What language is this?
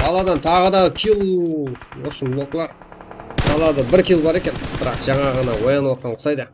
Kara-Kalpak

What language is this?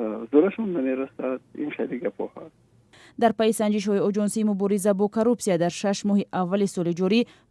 Tajik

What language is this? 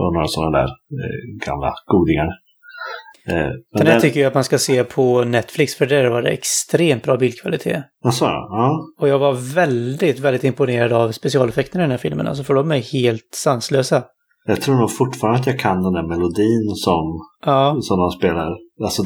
Swedish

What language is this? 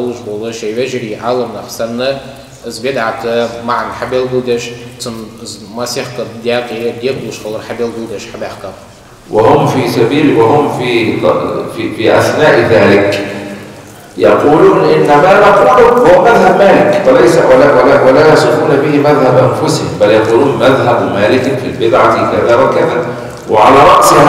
Ingush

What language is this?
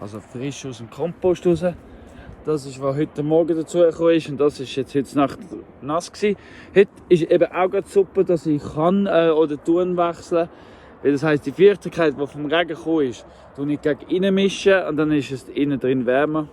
Swiss German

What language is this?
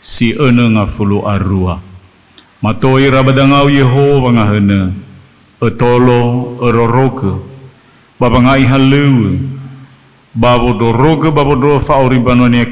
Nias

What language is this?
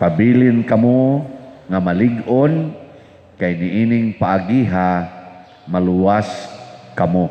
Cebuano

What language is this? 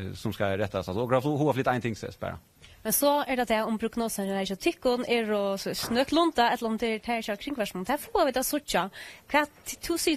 Faroese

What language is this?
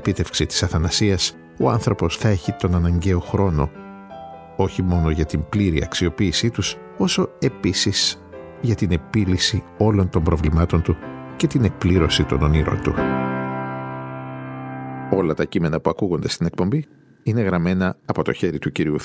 Greek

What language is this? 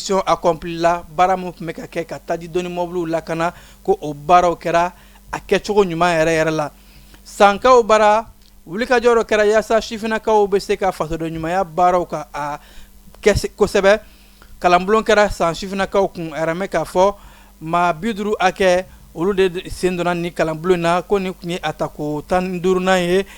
Bambara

